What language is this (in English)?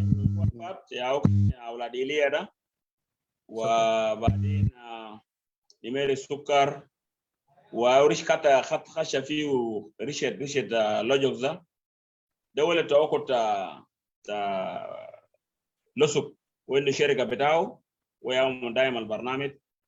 Sudanese Arabic